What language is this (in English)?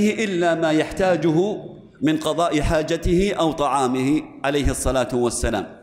Arabic